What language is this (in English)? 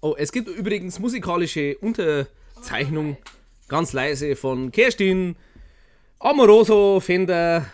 Bavarian